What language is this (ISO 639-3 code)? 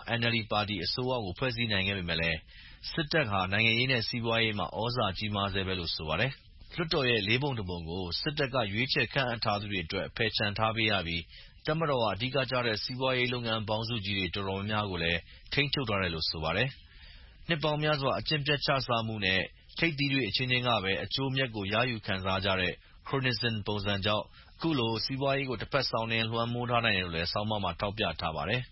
mya